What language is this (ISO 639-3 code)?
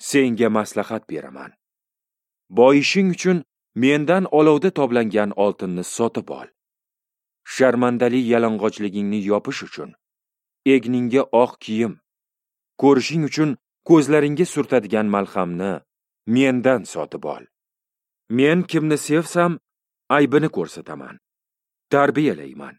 uzb